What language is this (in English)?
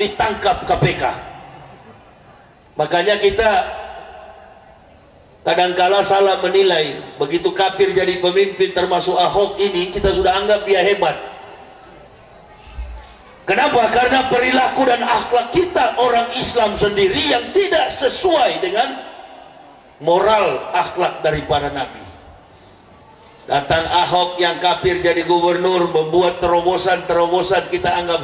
Indonesian